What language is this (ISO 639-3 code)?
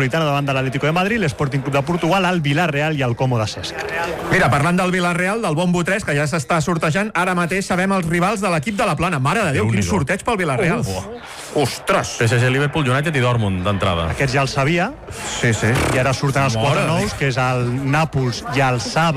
cat